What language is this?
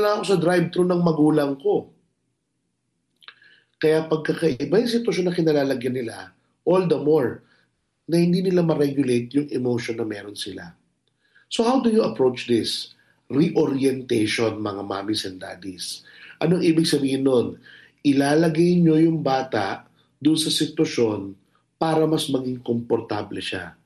Filipino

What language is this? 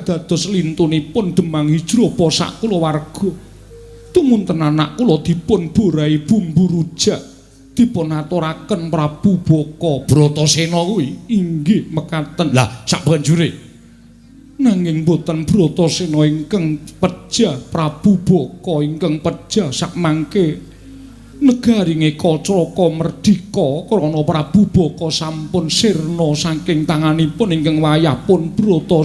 Javanese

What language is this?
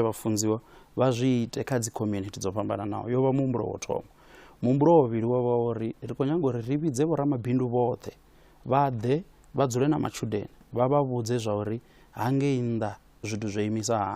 Venda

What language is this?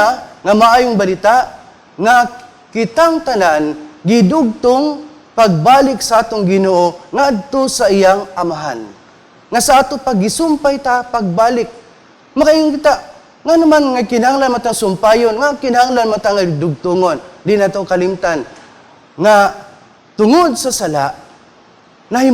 Cebuano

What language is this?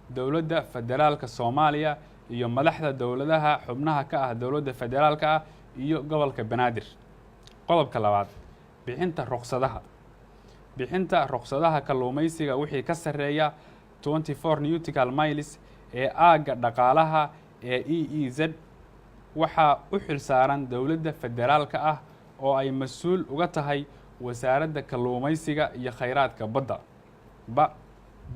Somali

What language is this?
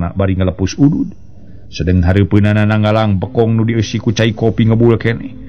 Sundanese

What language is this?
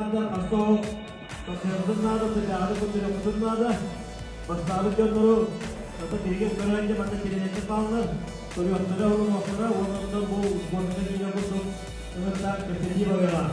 Yakut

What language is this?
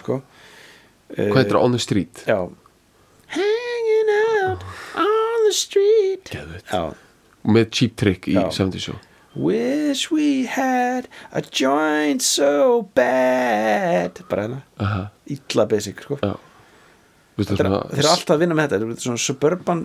Icelandic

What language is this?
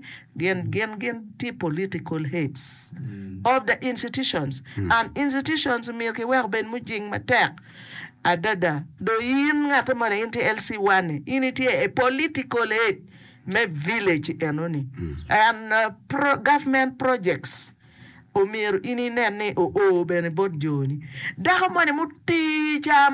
Acoli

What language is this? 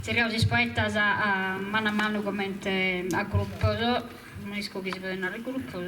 Sardinian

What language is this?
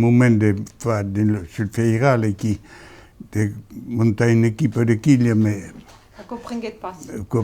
Occitan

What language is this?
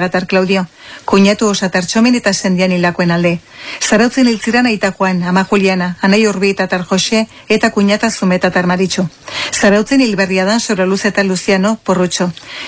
Basque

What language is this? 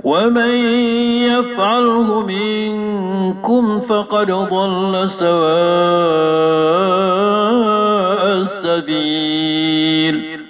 Maranao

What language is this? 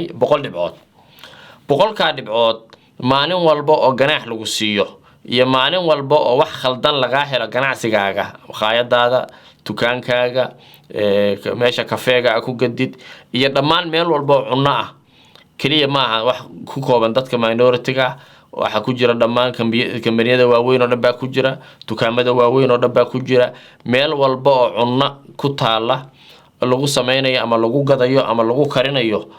Somali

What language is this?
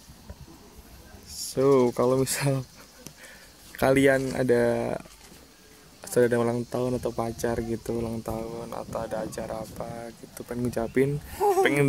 Indonesian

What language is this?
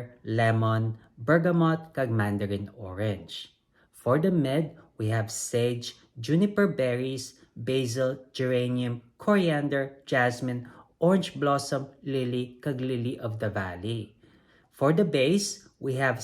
Hiligaynon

